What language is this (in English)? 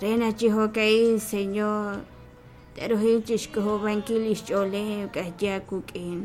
Kekchí